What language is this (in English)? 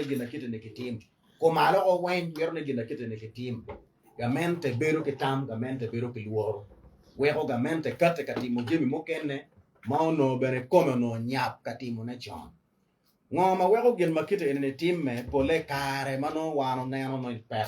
Acoli